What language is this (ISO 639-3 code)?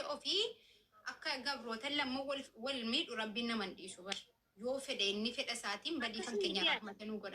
orm